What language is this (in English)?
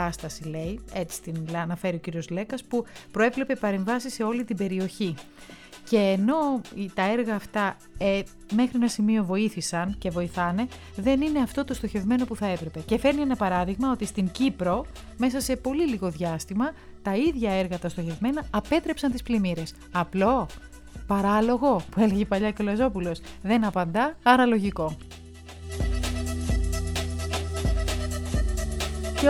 Greek